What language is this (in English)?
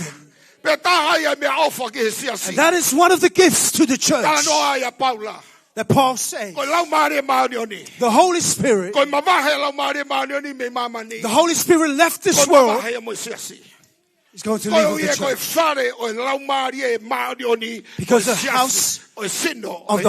Tongan